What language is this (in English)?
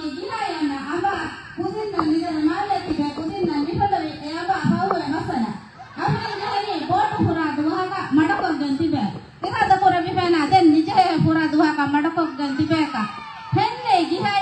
Divehi